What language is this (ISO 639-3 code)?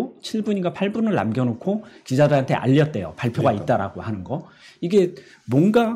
kor